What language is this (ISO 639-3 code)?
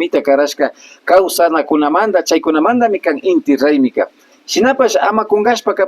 qvi